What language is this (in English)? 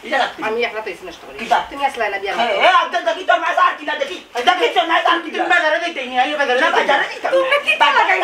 Sylheti